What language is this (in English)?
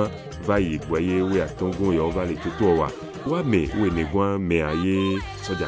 Ewe